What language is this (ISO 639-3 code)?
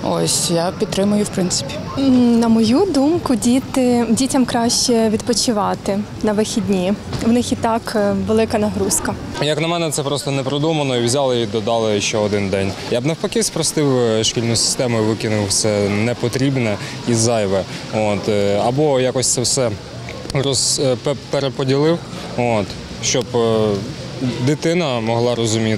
ukr